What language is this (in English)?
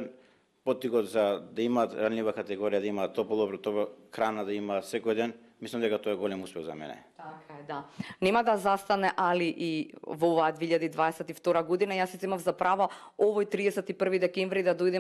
Macedonian